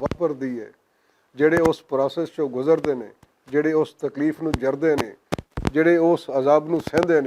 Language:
Western Panjabi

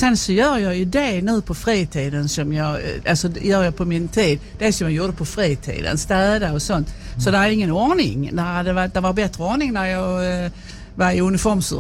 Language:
Swedish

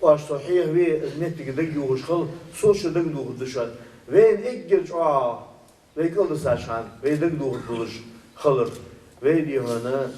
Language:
Ingush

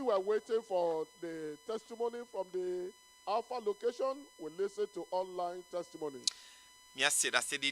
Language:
Ewe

